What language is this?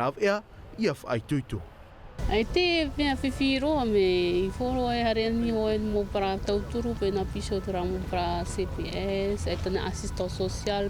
Tahitian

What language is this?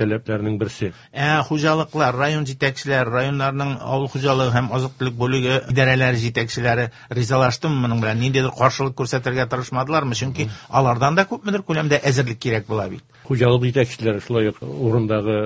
Tatar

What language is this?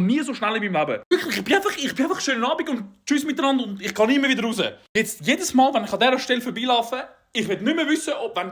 Swiss German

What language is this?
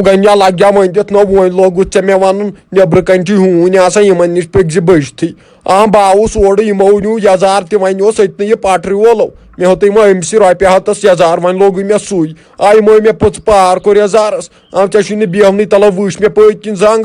Kashmiri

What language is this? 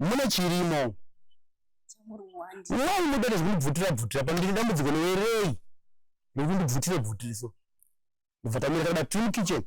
Shona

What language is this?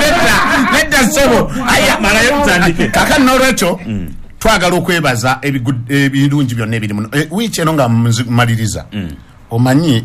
Ganda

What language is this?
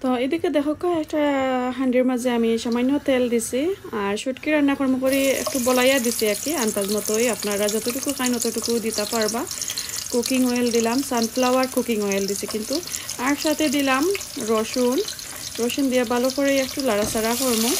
Sylheti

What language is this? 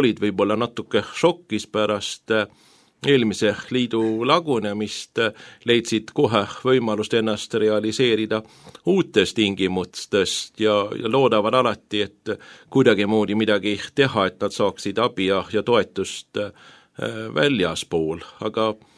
Estonian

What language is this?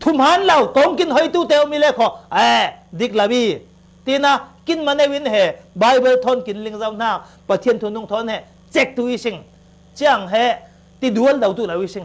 Falam Chin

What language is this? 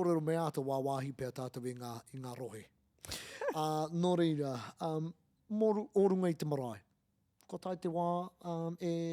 Māori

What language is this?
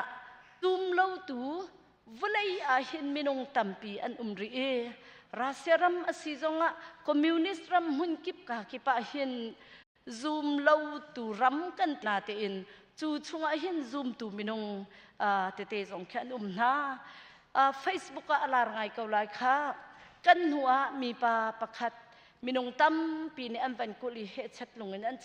Hakha Chin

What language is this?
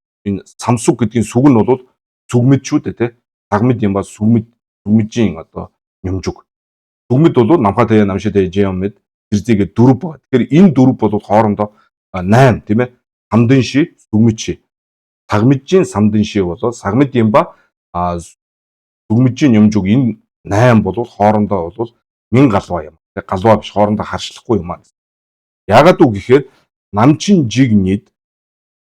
Mongolian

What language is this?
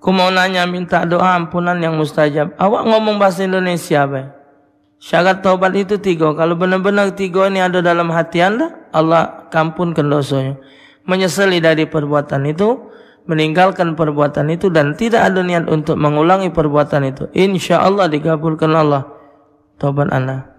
Musi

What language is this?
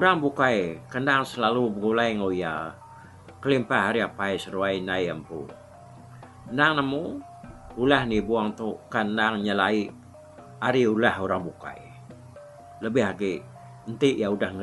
Iban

